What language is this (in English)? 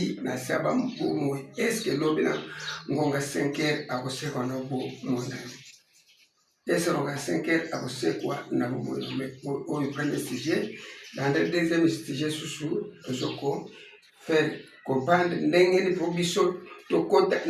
Lingala